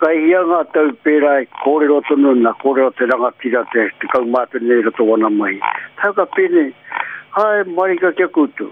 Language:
Māori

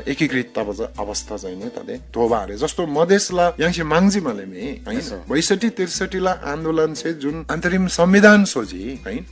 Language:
Eastern Tamang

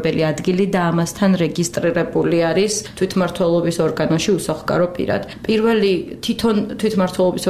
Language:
Georgian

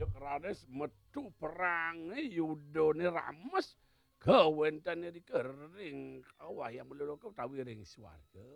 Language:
Balinese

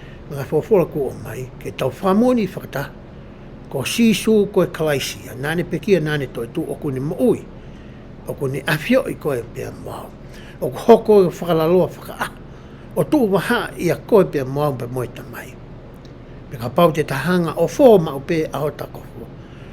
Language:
Tongan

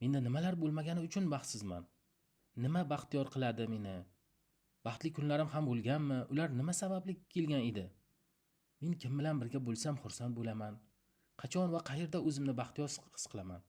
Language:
Uzbek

